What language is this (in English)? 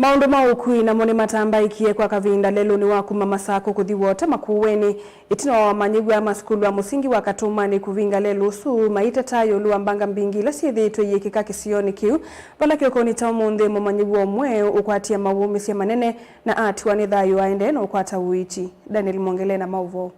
Kamba